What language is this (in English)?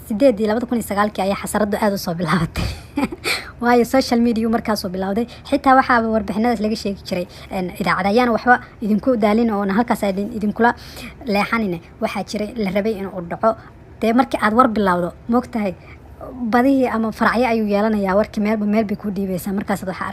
Somali